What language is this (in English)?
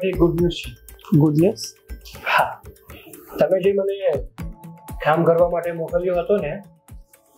Gujarati